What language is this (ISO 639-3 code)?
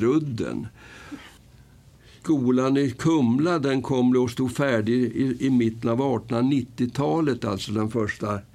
swe